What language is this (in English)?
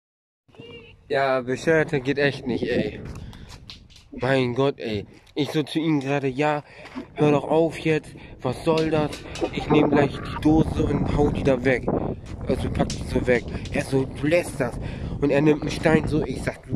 German